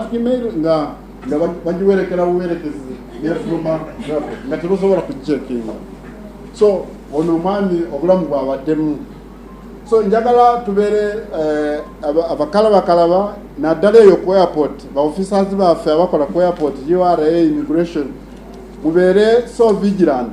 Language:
Ganda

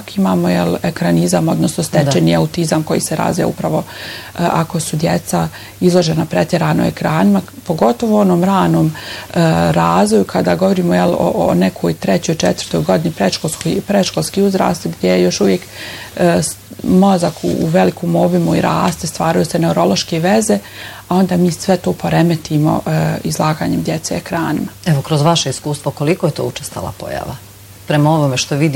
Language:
Bosnian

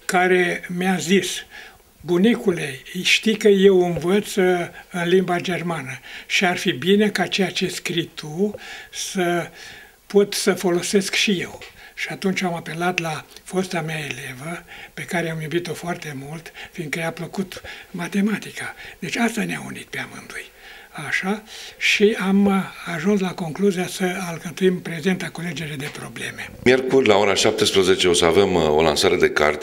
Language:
Romanian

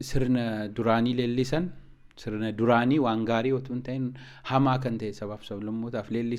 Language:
Oromo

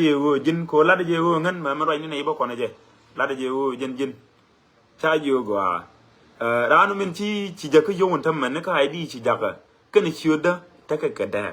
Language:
Nuer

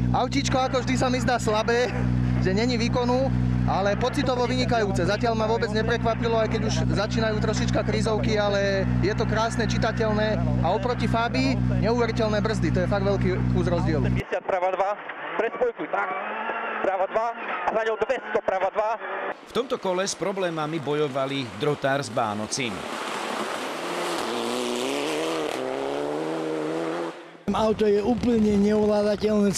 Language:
Slovak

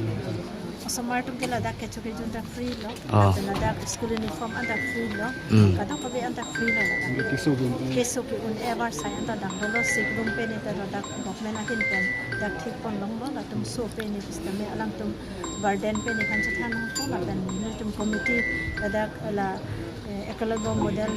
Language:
Karbi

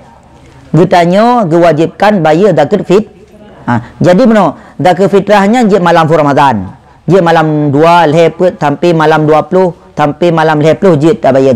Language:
Achinese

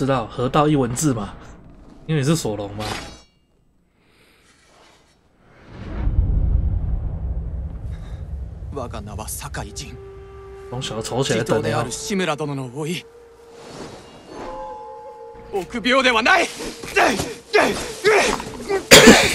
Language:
Chinese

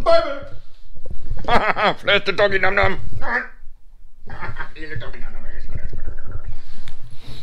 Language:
Danish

